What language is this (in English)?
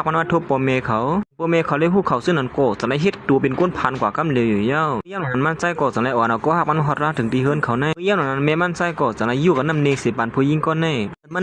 Shan